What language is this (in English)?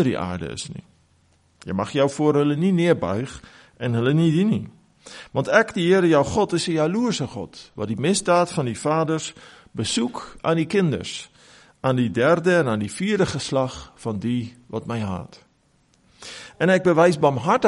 Afrikaans